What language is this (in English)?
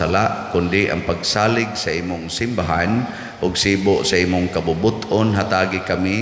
Cebuano